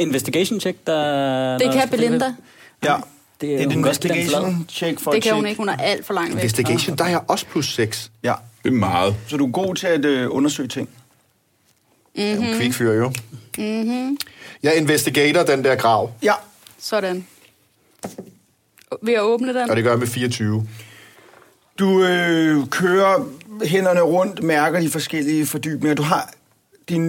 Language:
Danish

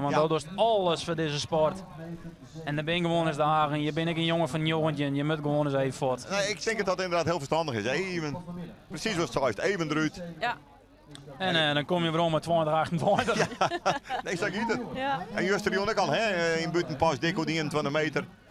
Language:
Western Frisian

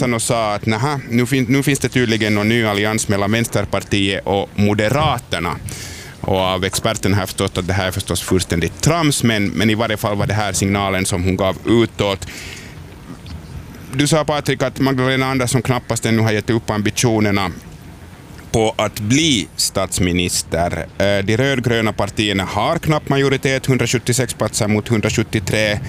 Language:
Swedish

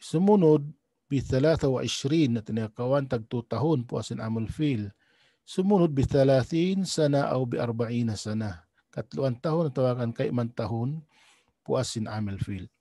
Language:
Tausug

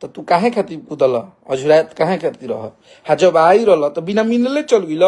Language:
Bhojpuri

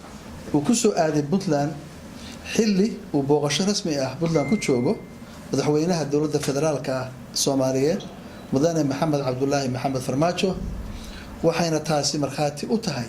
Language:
Somali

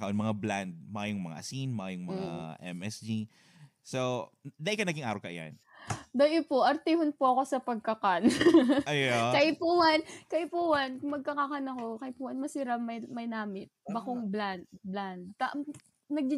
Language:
Bikol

